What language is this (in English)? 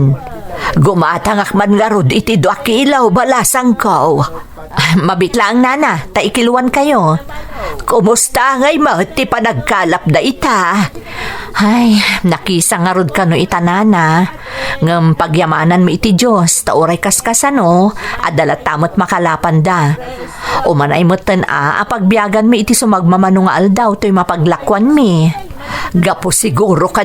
Iloko